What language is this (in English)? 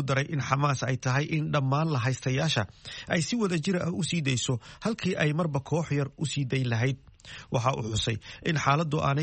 Somali